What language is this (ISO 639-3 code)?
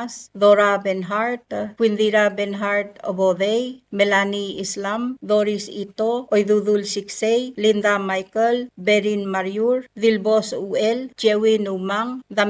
pau